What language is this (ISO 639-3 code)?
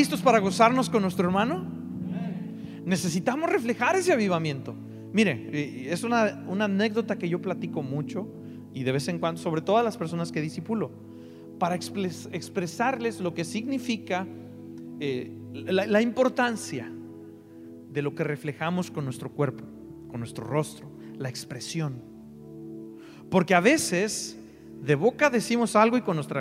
spa